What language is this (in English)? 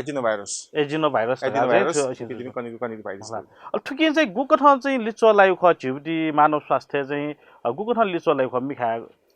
Newari